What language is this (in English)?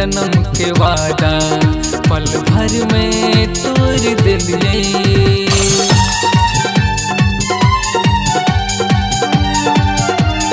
Bhojpuri